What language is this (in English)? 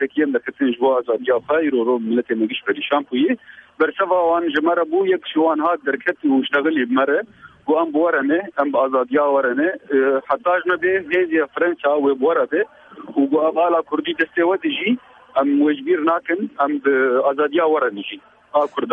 Kurdish